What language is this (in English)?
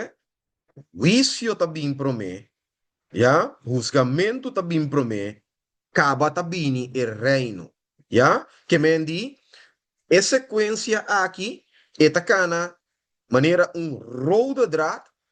Papiamento